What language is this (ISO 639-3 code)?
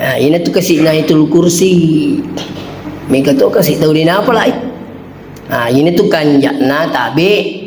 bug